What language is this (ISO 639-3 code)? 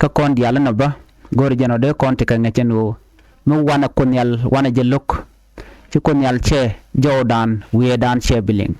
nus